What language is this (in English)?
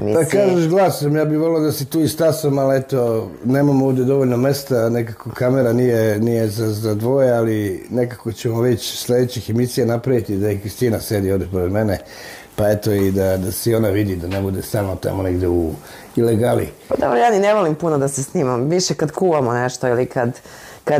Serbian